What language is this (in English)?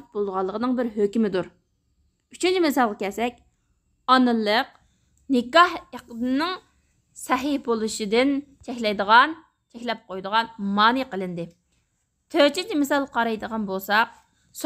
Uyghur